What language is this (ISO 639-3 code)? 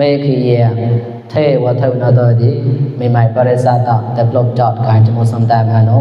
mnw